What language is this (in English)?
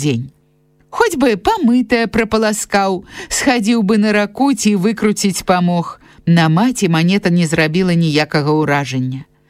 Belarusian